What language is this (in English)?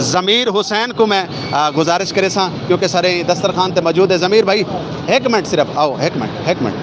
Saraiki